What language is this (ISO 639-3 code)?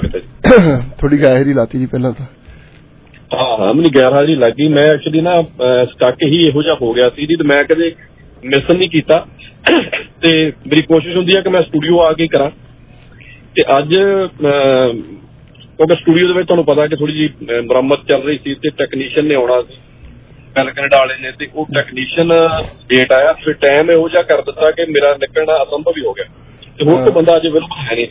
pan